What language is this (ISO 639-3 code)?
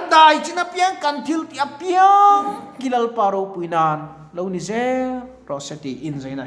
lus